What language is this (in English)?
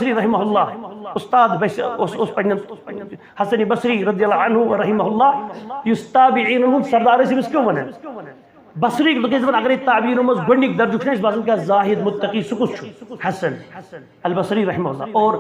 Kashmiri